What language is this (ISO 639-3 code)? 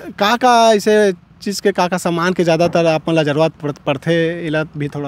hne